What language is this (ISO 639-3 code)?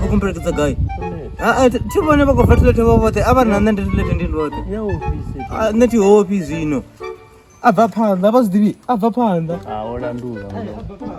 ven